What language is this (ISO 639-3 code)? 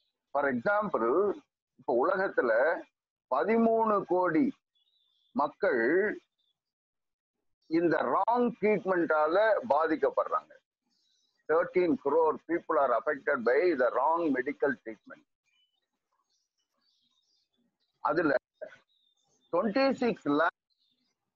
tam